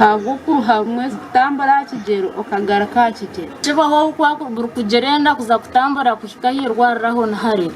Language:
Nyankole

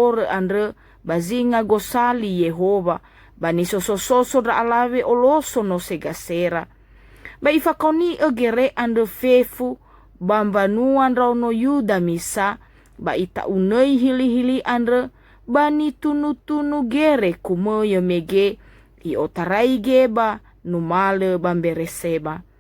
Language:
Nias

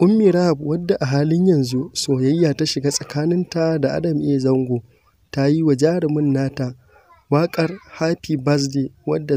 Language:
Hausa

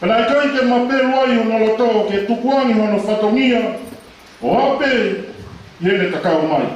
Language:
Tongan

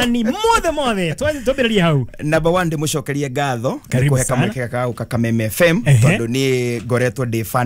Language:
Kikuyu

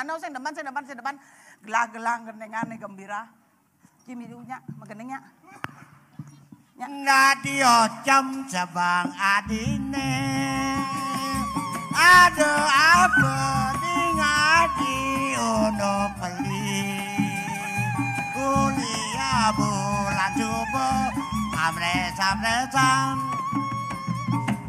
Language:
Balinese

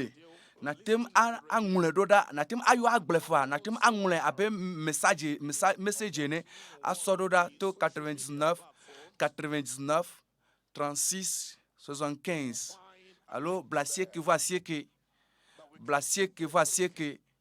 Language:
Ewe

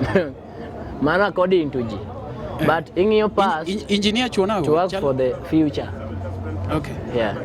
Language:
Luo (Kenya and Tanzania)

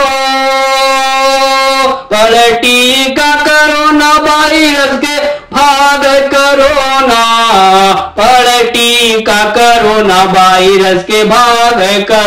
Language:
Bhojpuri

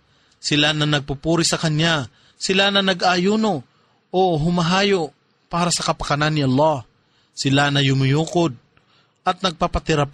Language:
Filipino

